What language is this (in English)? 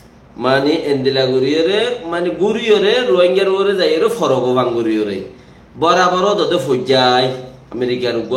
Rohingya